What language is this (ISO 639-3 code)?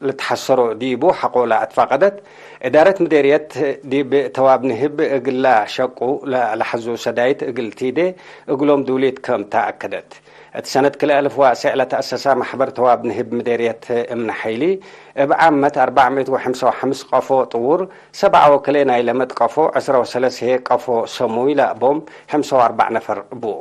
tig